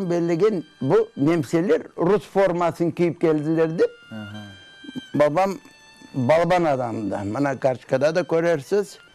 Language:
Crimean Tatar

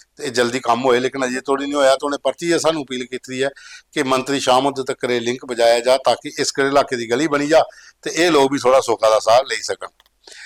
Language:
Dogri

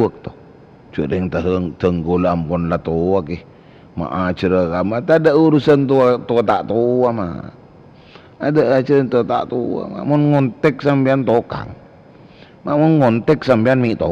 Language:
Madurese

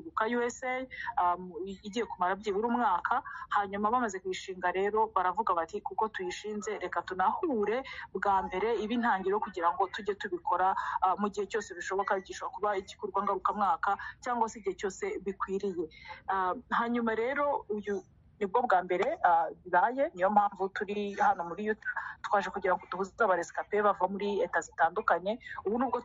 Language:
Kinyarwanda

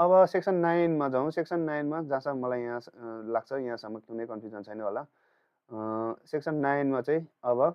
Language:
Nepali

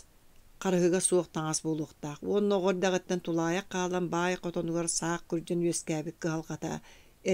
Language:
Yakut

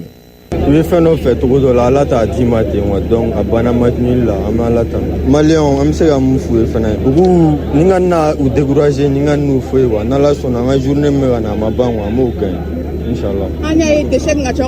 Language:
Bambara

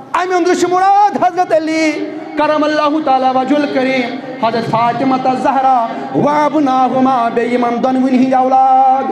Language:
Kashmiri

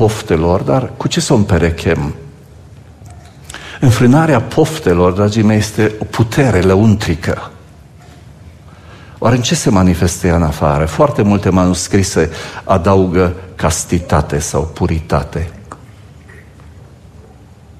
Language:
Romanian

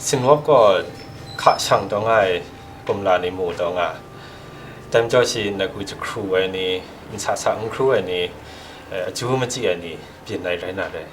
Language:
Kachin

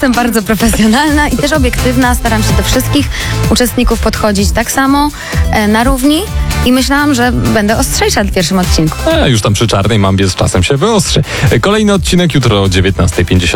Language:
Polish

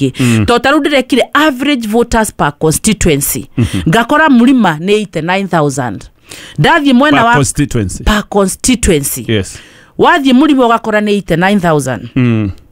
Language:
Kikuyu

